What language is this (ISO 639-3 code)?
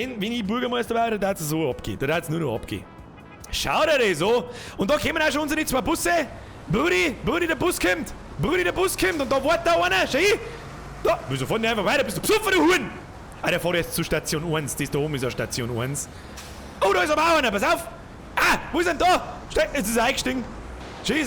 bar